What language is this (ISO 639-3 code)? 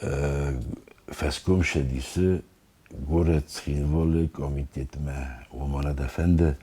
oss